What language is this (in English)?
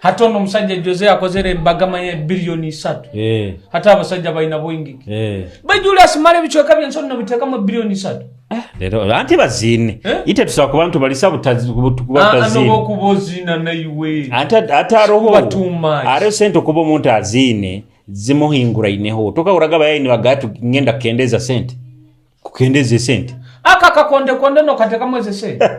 Nyoro